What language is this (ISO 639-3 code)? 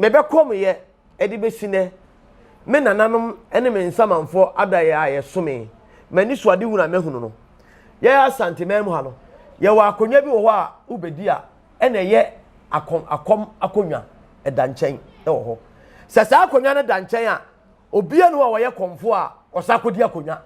aka